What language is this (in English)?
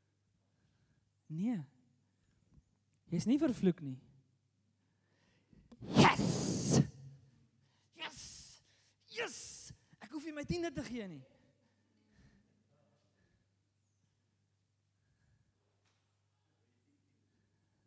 Afrikaans